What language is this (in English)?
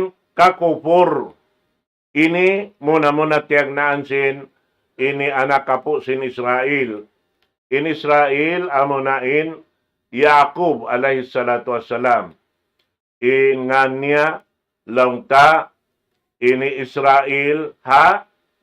Tausug